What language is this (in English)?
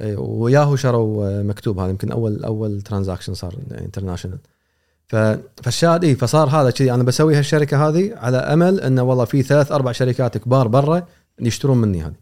Gulf Arabic